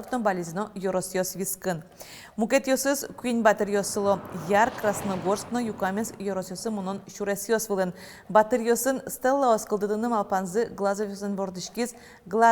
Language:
Udmurt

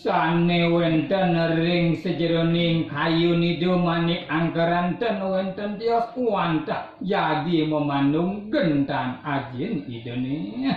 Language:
Balinese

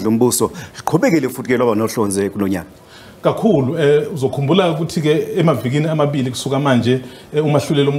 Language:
Zulu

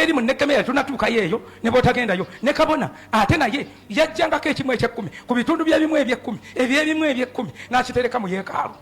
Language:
Ganda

